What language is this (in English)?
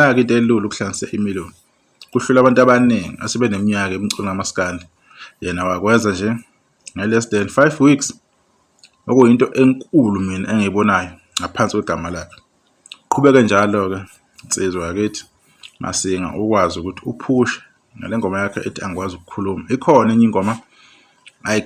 Zulu